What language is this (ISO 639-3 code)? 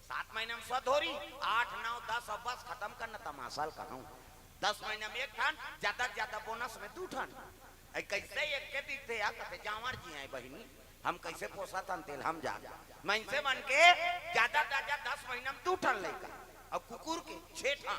hne